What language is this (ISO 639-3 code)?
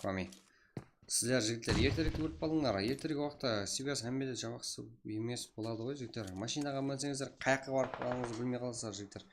kaa